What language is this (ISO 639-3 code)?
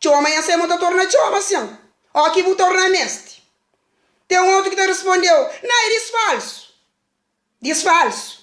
kea